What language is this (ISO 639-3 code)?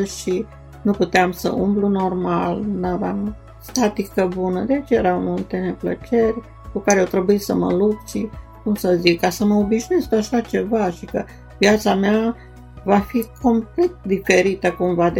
ron